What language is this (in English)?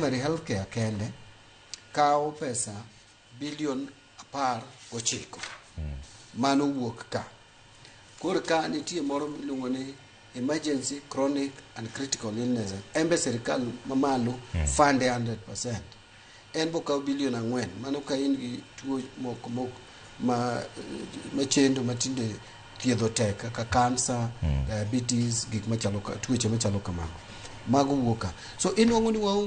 Luo (Kenya and Tanzania)